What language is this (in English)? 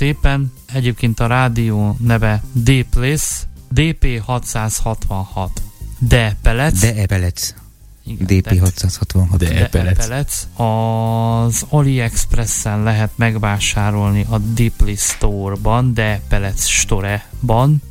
Hungarian